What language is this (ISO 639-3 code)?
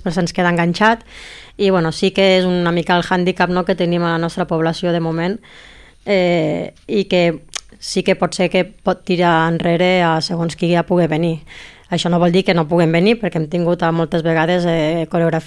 cat